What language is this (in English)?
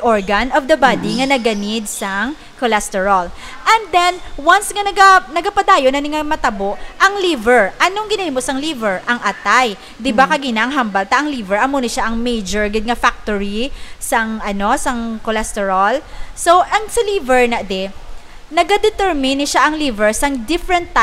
Hiligaynon